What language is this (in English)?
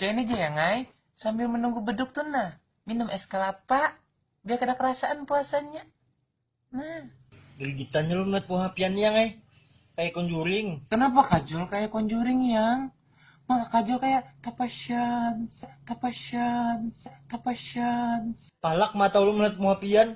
Banjar